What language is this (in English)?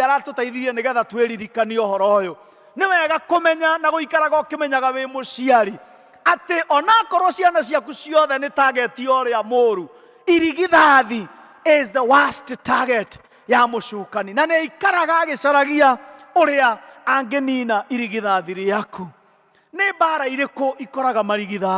Kikuyu